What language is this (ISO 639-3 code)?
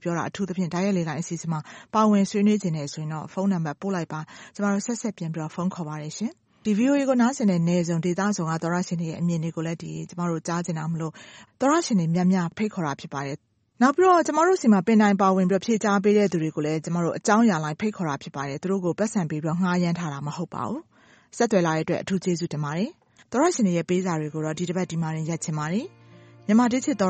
mya